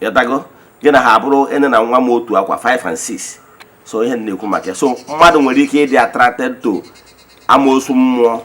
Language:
Igbo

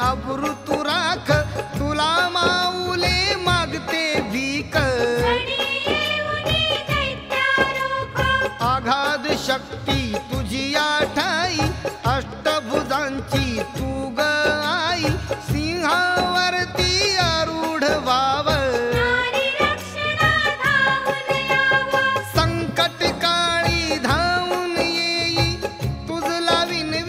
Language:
Marathi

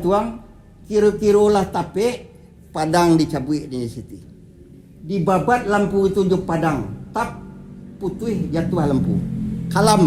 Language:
Minangkabau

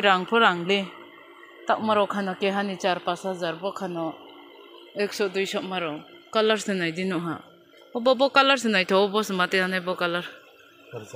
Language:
Kok Borok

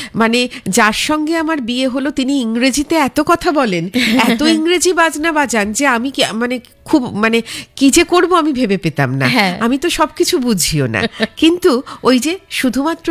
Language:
Bangla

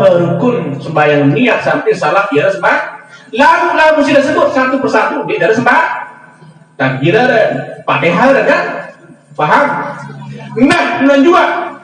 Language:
Sasak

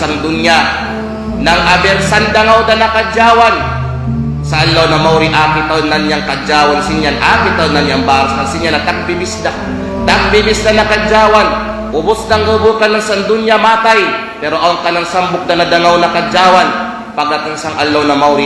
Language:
Kalagan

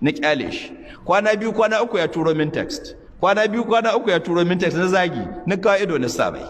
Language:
Hausa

